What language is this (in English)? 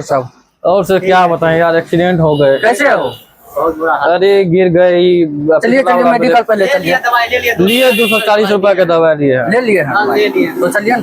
Maithili